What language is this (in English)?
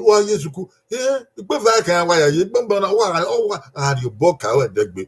Bini